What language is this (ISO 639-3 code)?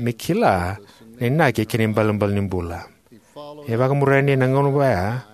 fij